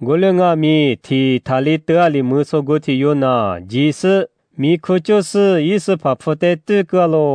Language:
Lisu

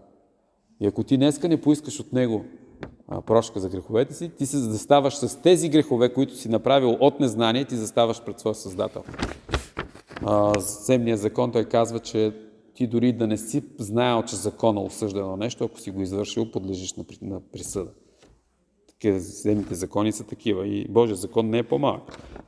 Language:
Bulgarian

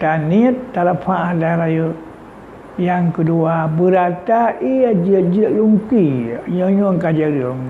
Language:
Achinese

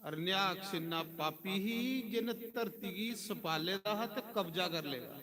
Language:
Dogri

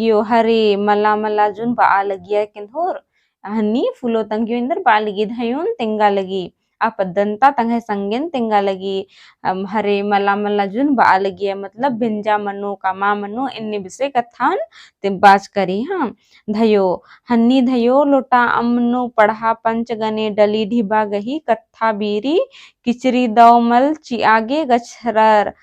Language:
Kurukh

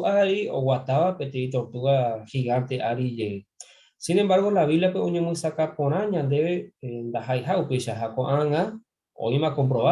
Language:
Guarani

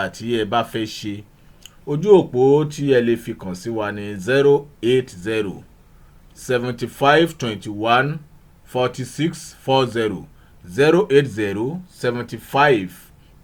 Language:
Yoruba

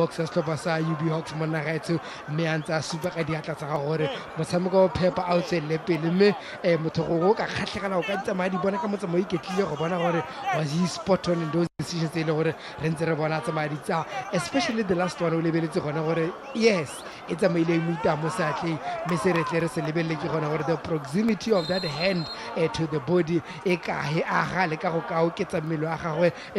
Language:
Tswana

